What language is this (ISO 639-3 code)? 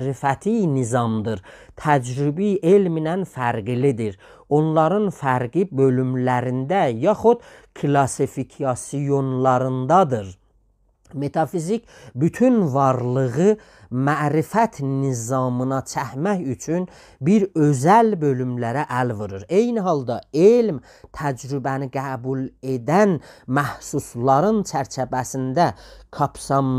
azb